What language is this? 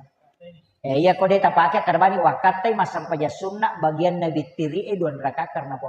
Buginese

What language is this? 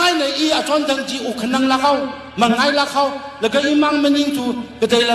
Tangkhul Naga (India)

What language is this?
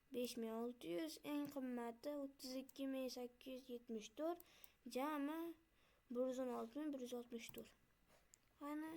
Uzbek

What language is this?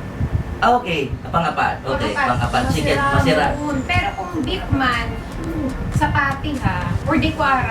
Bikol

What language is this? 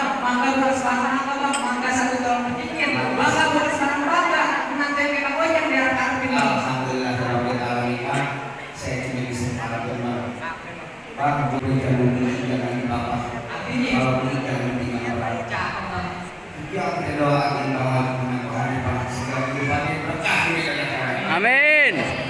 Betawi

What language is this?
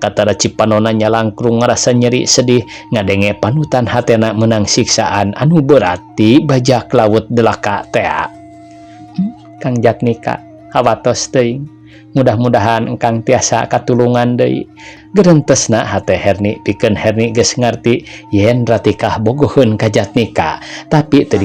Sundanese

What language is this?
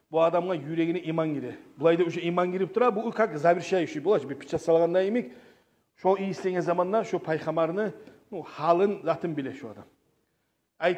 Kumyk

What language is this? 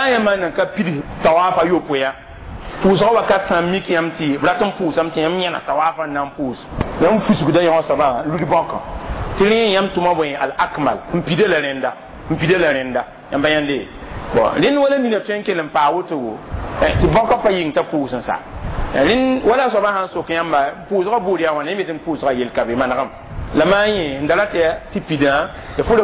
Mossi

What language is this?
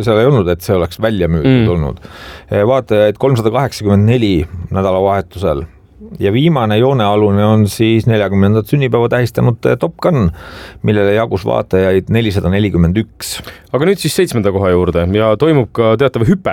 Estonian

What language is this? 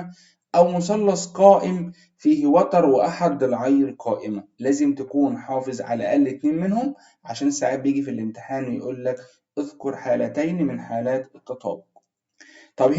Egyptian Arabic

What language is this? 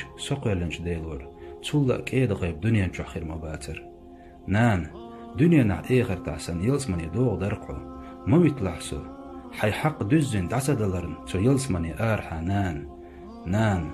Chechen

